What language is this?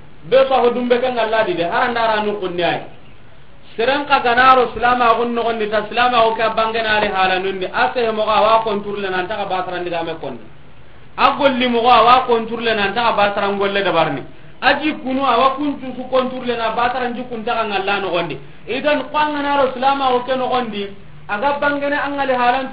Soninke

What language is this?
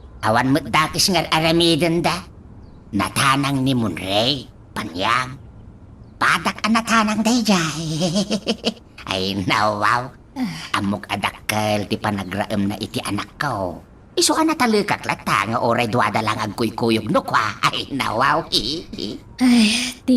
Iloko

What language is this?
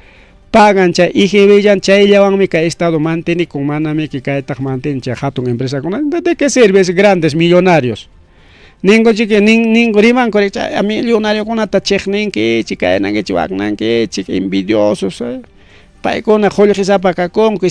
Ayacucho Quechua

